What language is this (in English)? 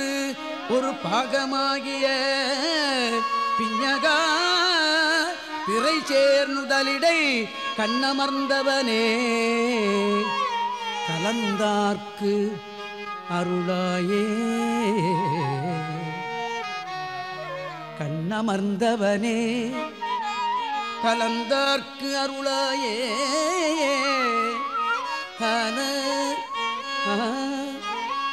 Tamil